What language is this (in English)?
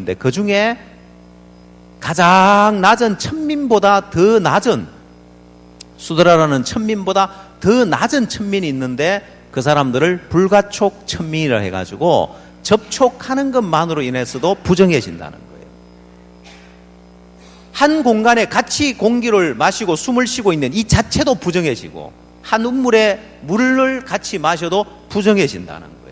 Korean